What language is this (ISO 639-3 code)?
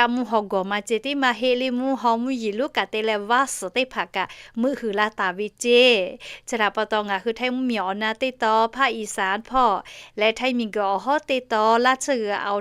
lhu